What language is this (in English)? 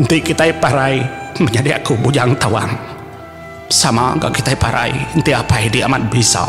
Iban